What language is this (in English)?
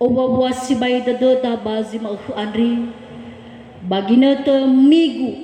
Nias